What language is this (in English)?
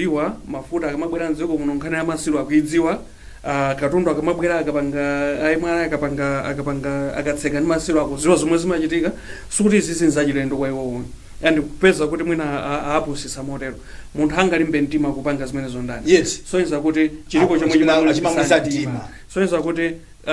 Nyanja